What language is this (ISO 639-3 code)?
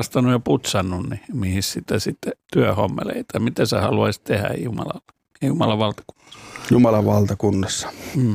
fin